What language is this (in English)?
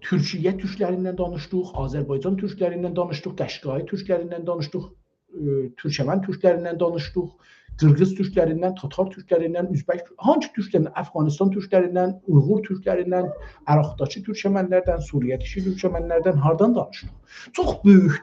South Azerbaijani